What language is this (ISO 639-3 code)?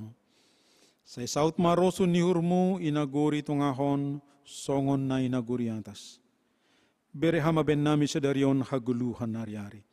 bts